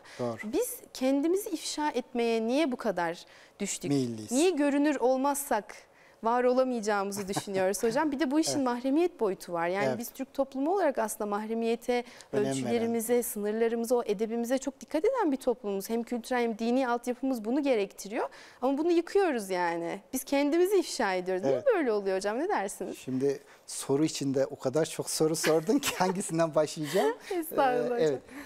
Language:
Turkish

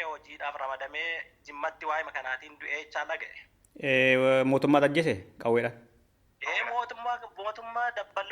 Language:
Oromo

